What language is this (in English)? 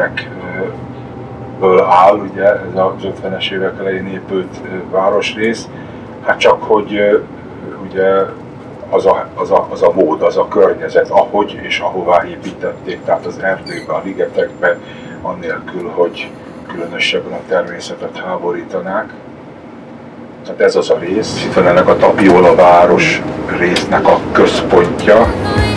Hungarian